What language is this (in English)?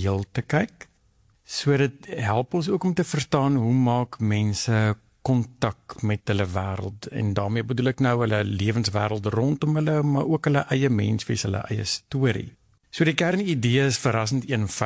Afrikaans